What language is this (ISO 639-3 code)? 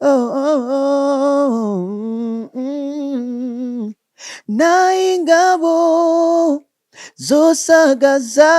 run